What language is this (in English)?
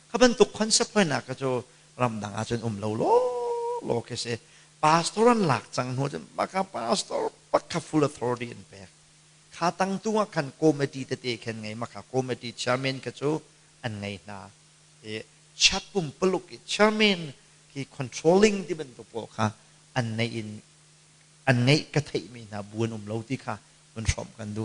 Hakha Chin